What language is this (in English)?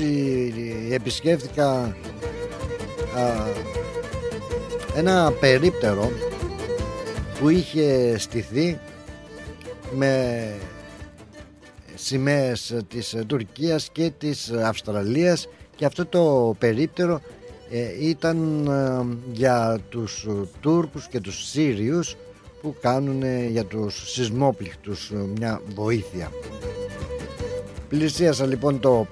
Greek